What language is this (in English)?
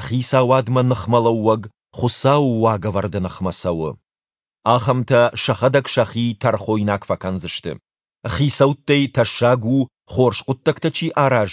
Ossetic